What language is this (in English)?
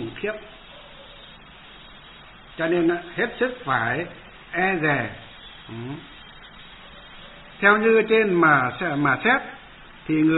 Vietnamese